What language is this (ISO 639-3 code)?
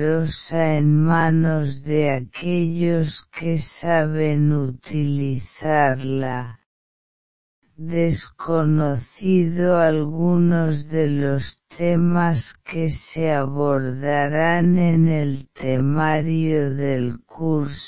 spa